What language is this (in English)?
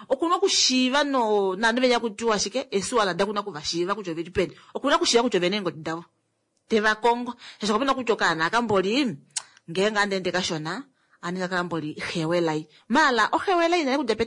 Kuanyama